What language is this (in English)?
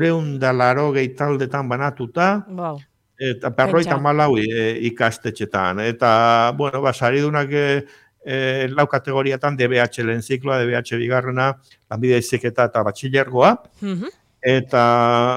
Basque